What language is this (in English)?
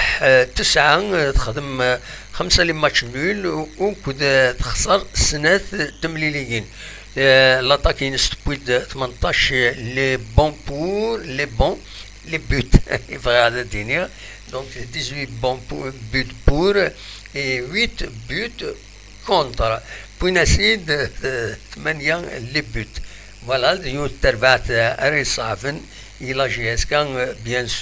Kabyle